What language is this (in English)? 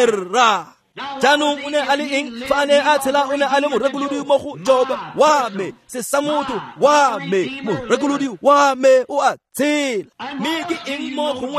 Tswana